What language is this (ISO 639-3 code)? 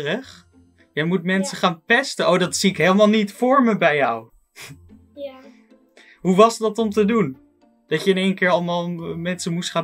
nld